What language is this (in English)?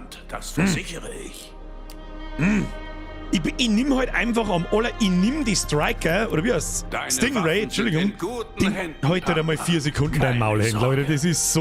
Bavarian